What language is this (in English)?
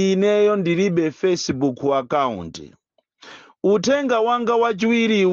Nyanja